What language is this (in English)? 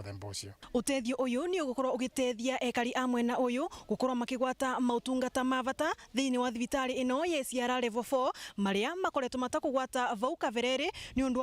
Meru